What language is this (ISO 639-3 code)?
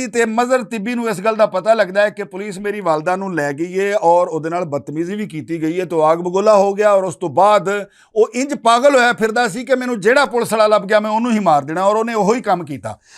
lah